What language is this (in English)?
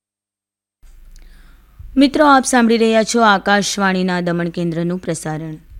Gujarati